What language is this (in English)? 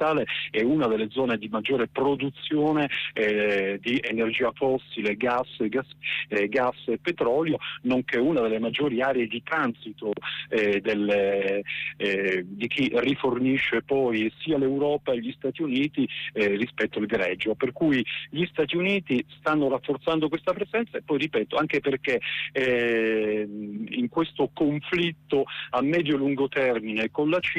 Italian